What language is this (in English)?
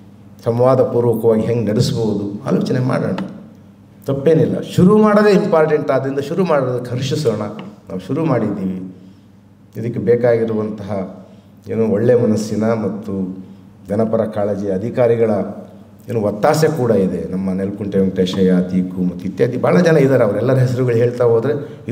Kannada